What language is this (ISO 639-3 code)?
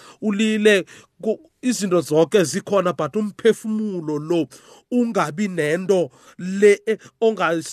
nbl